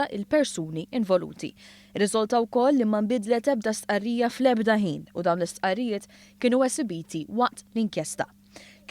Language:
Maltese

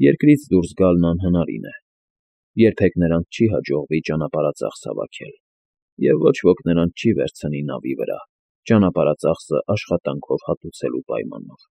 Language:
Armenian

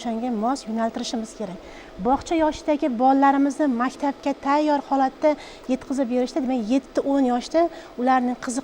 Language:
Uzbek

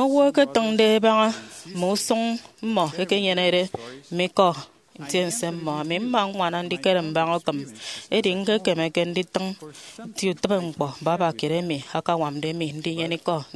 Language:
Efik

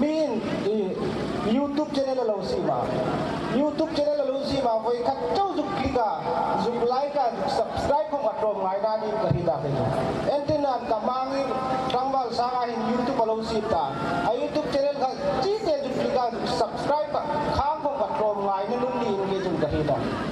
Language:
Hmar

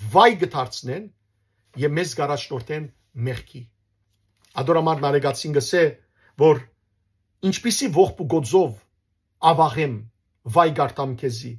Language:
Western Armenian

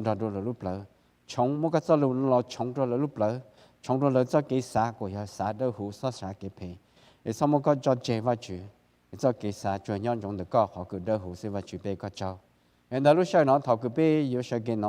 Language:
Hmong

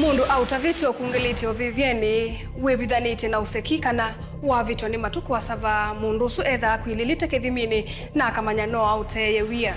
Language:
Kamba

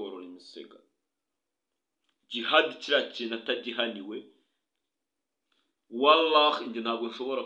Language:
Kinyarwanda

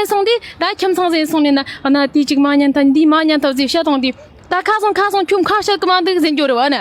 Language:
Tibetan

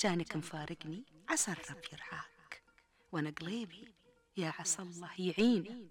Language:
Gulf Arabic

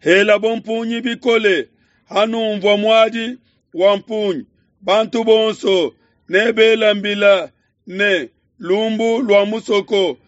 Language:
Luba-Lulua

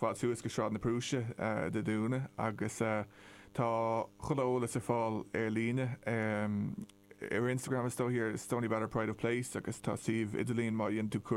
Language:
Irish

